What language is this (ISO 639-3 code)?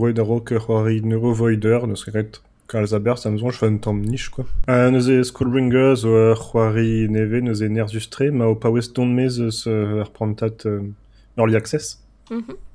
bre